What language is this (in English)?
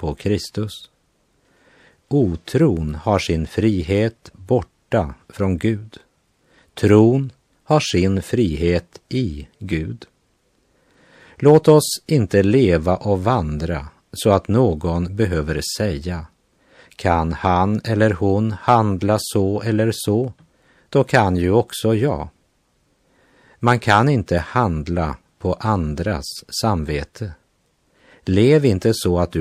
Swedish